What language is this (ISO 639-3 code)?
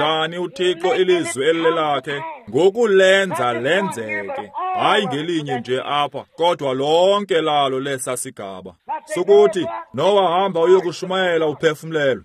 xho